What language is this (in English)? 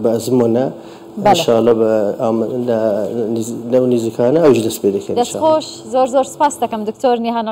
Central Kurdish